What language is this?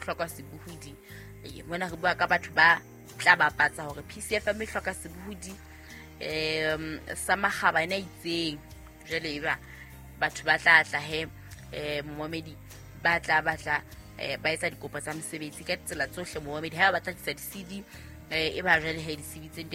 Southern Sotho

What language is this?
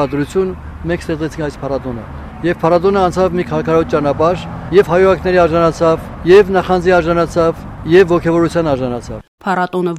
Armenian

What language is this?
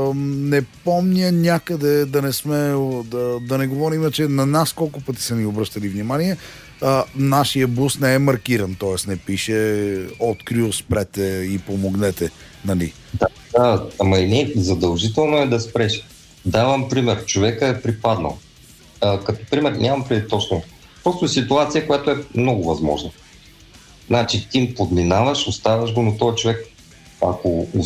Bulgarian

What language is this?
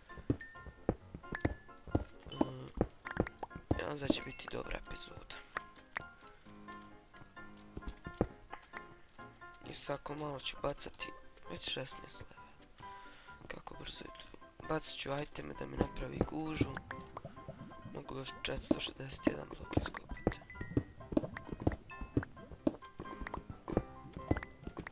Croatian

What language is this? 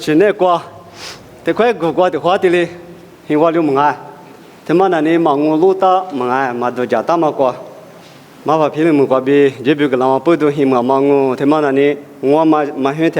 Lisu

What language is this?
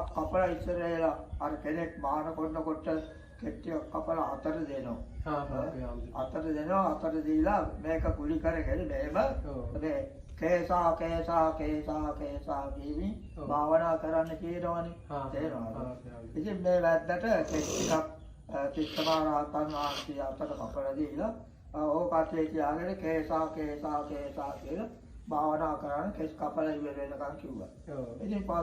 Sinhala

